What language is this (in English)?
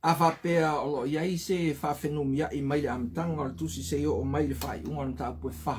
Samoan